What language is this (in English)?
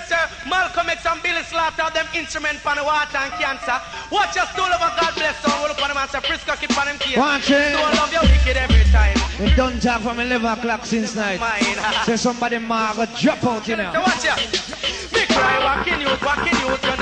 Jamaican Creole English